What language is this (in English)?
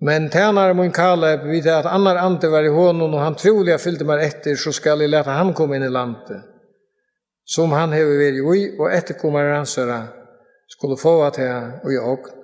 Faroese